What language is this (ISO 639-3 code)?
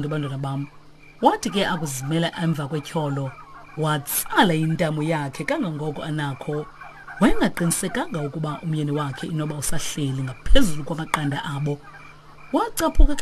xho